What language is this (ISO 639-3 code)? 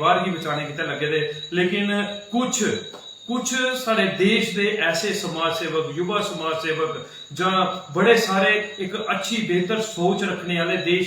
doi